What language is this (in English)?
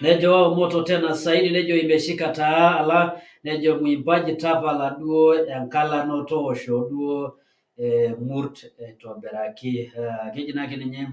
Masai